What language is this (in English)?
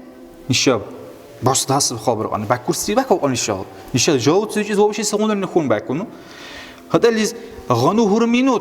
Dargwa